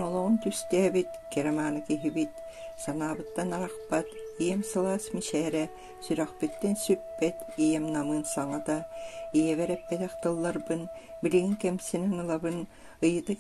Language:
Yakut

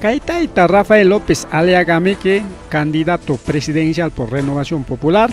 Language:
Ayacucho Quechua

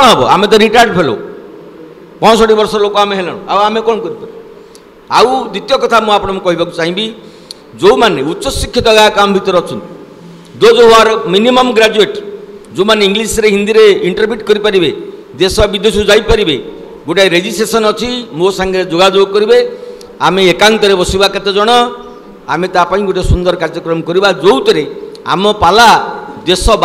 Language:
Odia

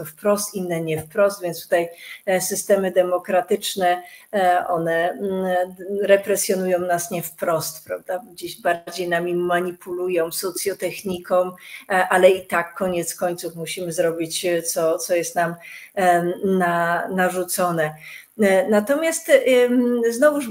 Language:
Polish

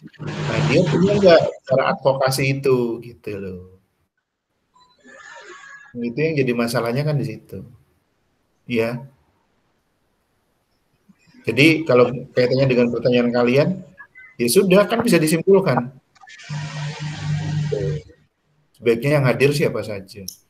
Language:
Indonesian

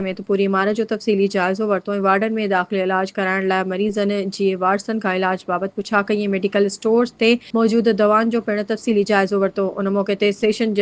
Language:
Sindhi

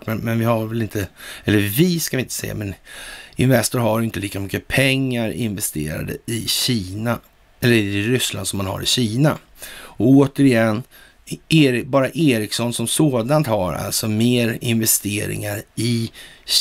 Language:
Swedish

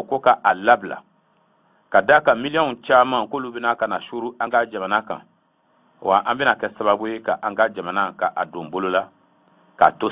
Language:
Bambara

